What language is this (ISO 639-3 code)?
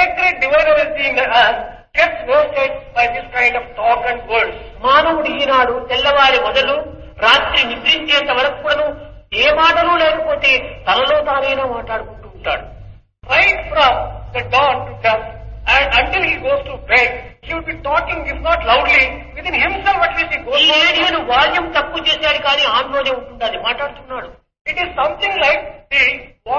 tel